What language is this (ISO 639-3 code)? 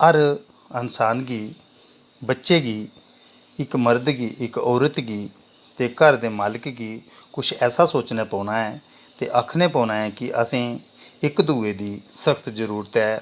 doi